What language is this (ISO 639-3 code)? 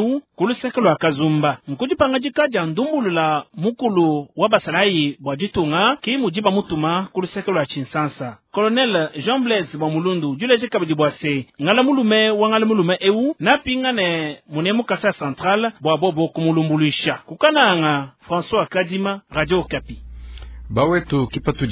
lua